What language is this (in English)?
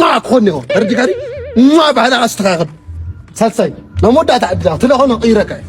Tigrinya